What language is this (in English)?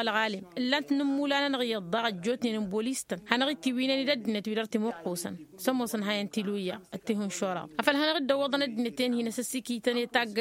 Tamasheq